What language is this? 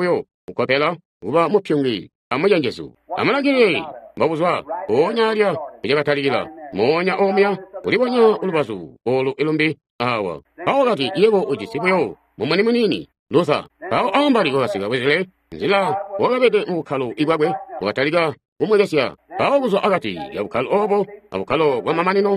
Tonga (Zambia)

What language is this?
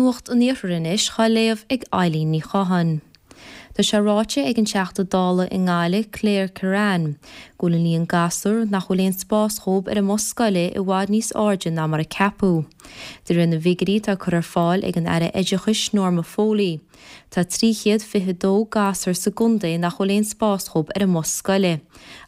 Irish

